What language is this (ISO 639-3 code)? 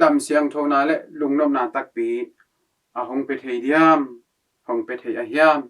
ctd